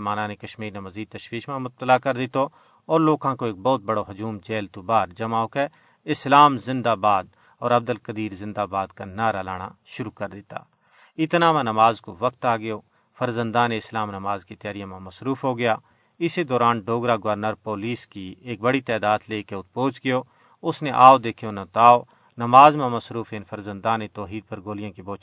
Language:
Gujari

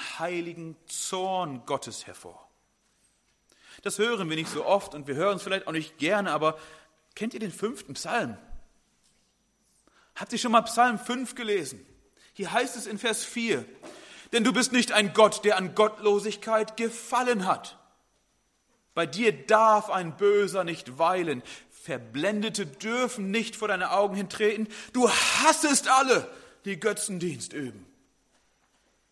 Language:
German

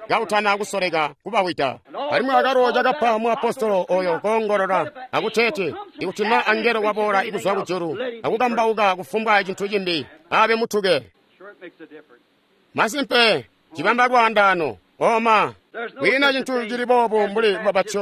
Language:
Tonga (Zambia)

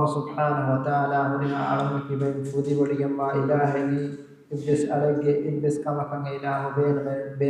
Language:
Divehi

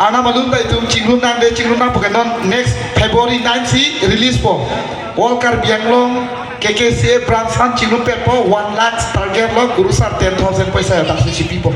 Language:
Karbi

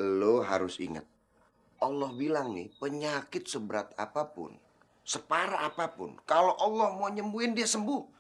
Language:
Betawi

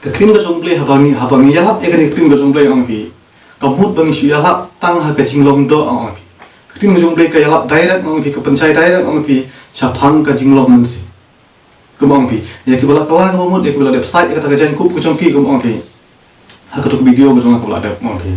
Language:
Khasi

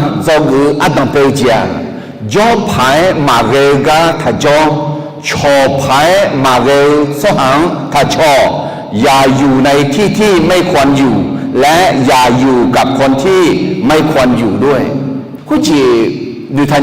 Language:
Akha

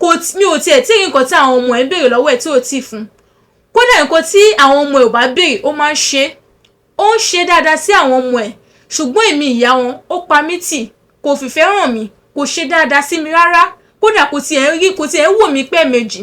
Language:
Yoruba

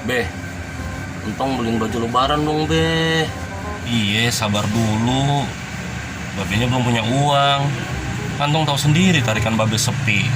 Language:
Betawi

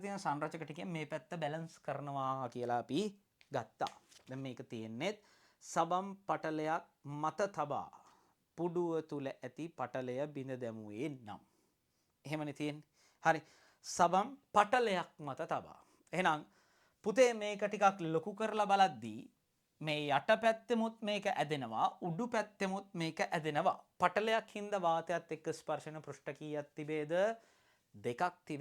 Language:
Sinhala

